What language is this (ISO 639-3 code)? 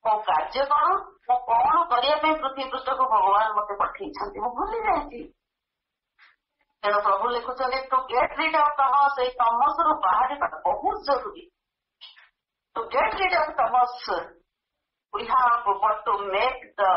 ori